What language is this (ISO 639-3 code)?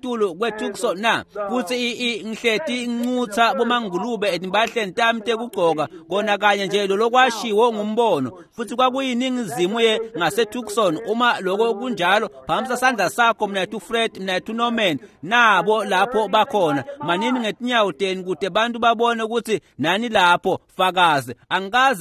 ssw